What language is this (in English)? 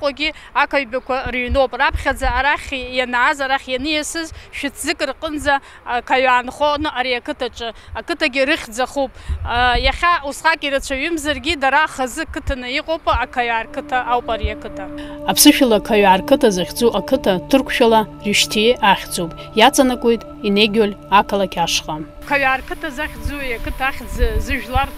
Abkhazian